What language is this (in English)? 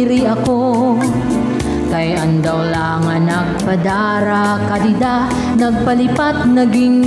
Waray